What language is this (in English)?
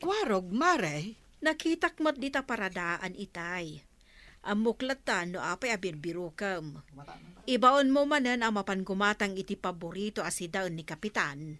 Iloko